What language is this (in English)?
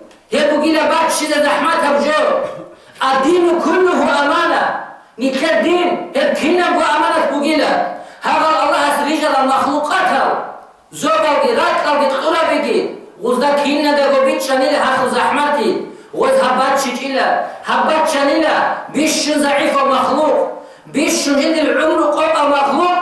Avaric